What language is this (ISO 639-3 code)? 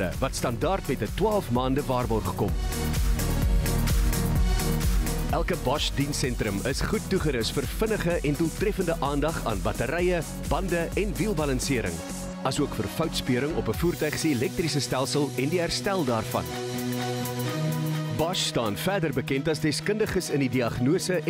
afr